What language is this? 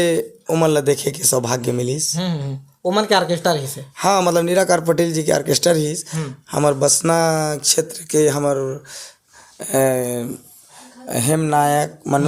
Chhattisgarhi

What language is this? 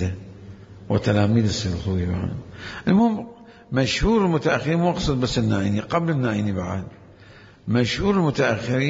Mesopotamian Arabic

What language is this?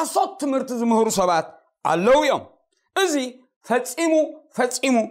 Tigrinya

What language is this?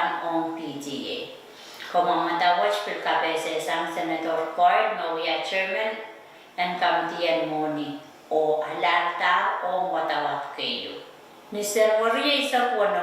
Pohnpeian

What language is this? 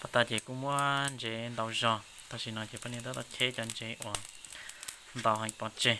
Hmong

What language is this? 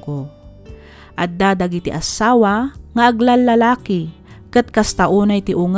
Iloko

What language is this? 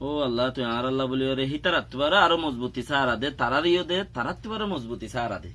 Rohingya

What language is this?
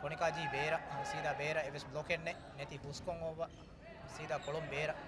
Divehi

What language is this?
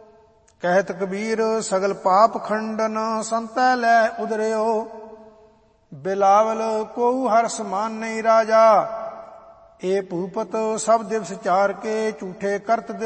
Punjabi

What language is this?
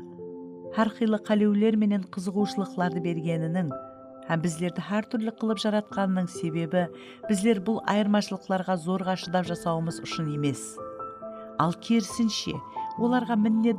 Kara-Kalpak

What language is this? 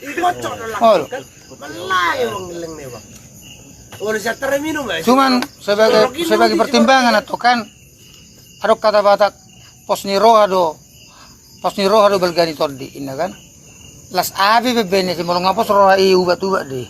Batak Toba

